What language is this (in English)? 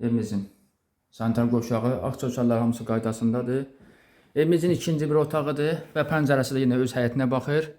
Azerbaijani